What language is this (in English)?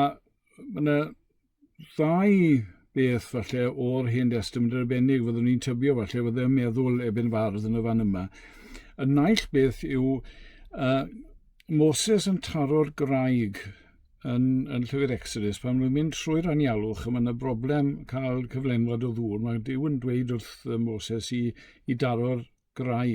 Welsh